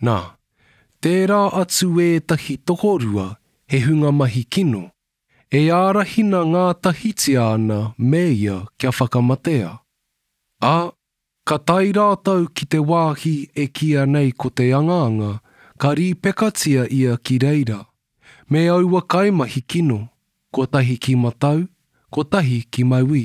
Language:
Māori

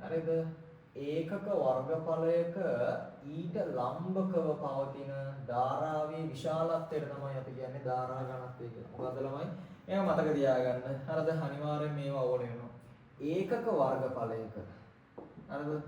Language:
Sinhala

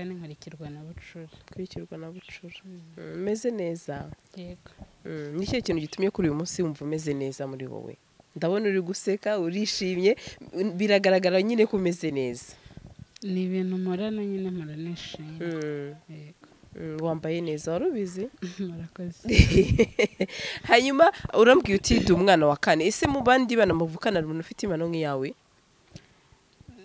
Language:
Kinyarwanda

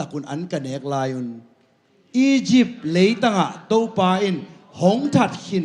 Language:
Tedim Chin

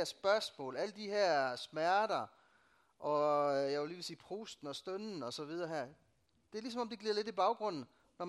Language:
Danish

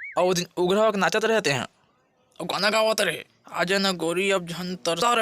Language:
Chhattisgarhi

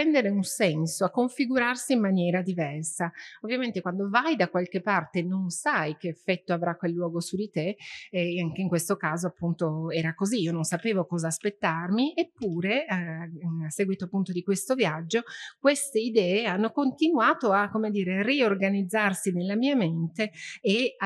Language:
Italian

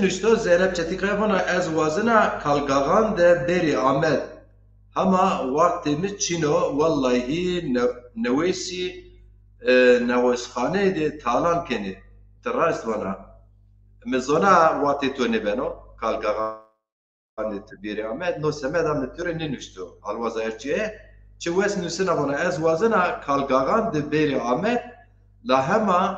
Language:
Zaza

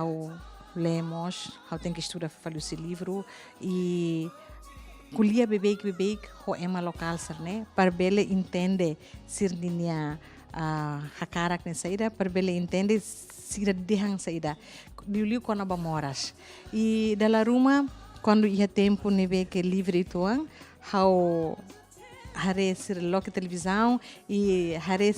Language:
Tetum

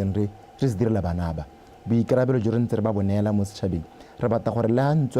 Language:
Tswana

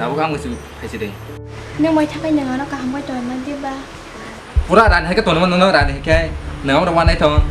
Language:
Kok Borok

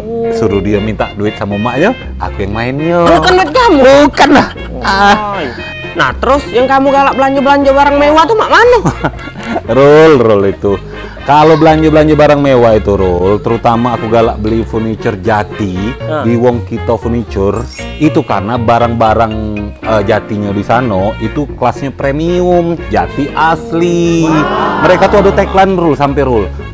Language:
Musi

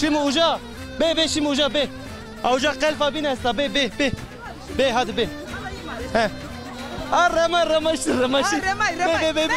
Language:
Zaza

